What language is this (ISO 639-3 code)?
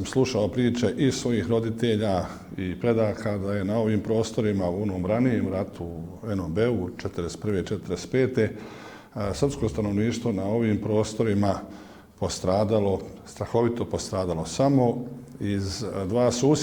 bos